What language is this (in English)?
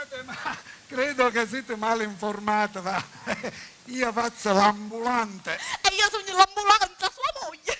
Sicilian